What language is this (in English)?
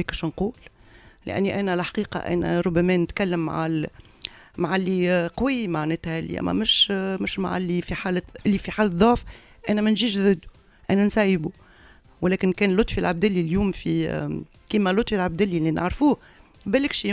Tunisian Arabic